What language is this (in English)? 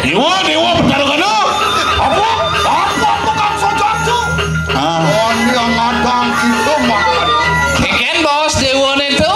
Balinese